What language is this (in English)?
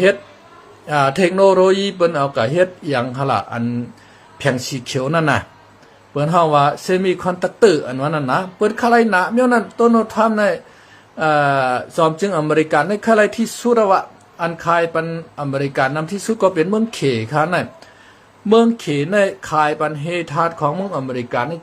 Shan